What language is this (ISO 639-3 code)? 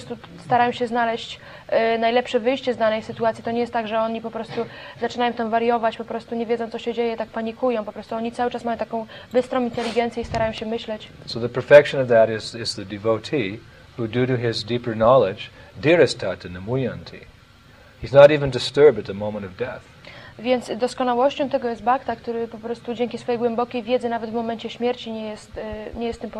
pol